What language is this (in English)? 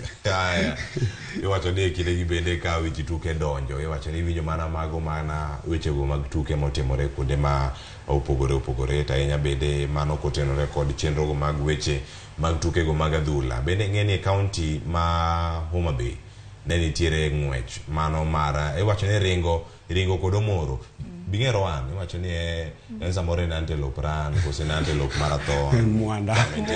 Luo (Kenya and Tanzania)